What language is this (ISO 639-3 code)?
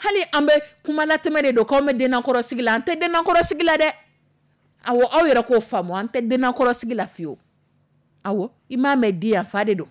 dyu